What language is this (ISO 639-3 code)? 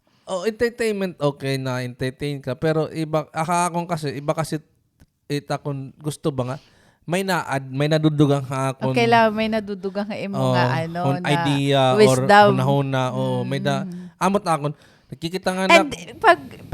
war